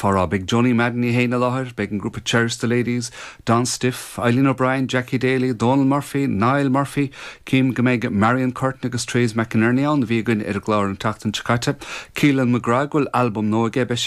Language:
Irish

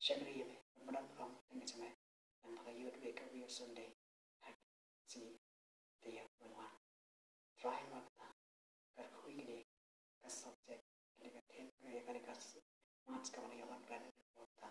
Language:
Khasi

